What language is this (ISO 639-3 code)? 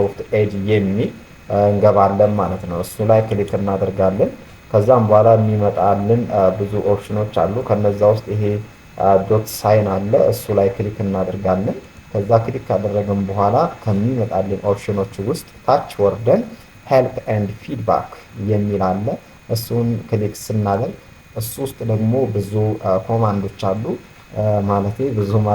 amh